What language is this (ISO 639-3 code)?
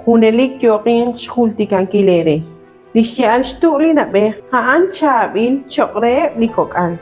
kek